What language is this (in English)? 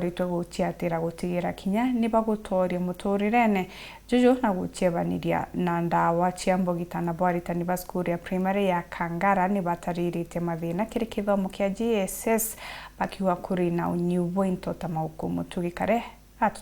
Meru